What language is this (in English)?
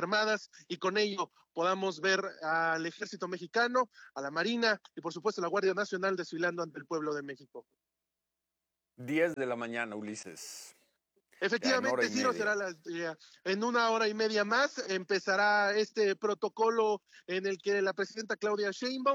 Spanish